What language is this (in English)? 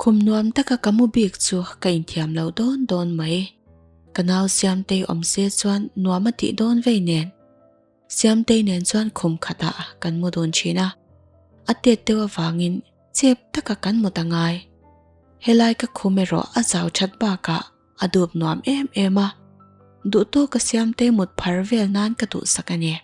Mizo